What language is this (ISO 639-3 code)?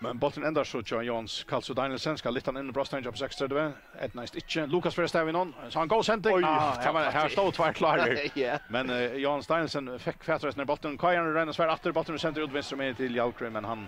fao